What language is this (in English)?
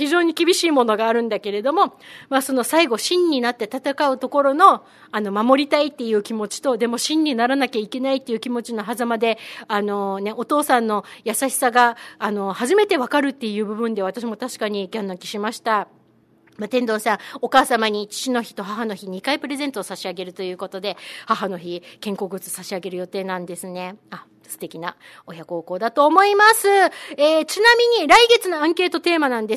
Japanese